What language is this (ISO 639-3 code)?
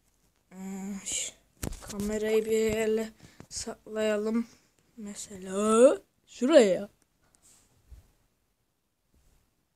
tur